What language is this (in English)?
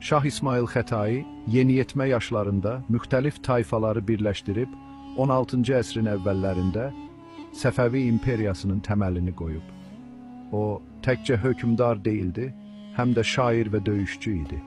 Azerbaijani